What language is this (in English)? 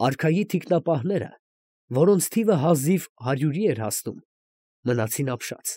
Armenian